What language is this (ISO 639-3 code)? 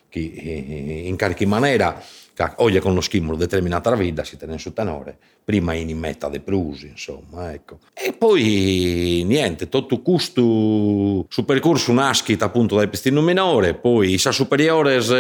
srd